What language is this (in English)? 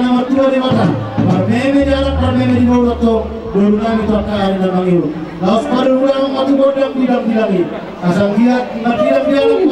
Batak Toba